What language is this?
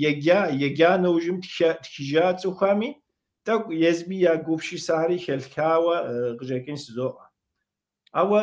Kabardian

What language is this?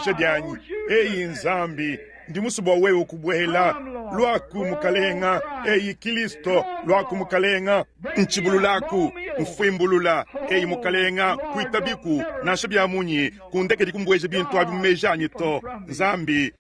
Luba-Lulua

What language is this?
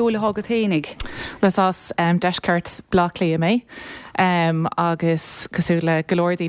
Irish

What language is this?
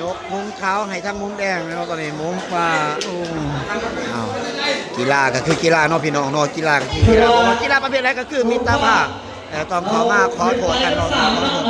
Lao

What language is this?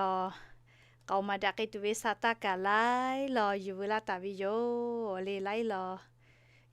Lahu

